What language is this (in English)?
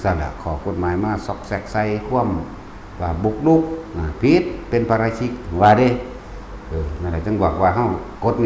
Northeastern Thai